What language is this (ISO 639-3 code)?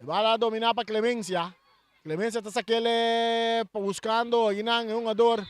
pap